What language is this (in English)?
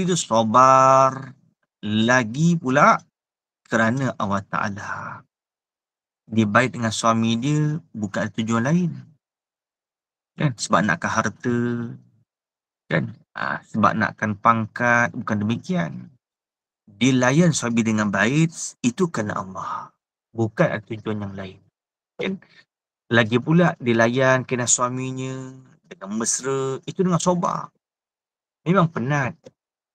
Malay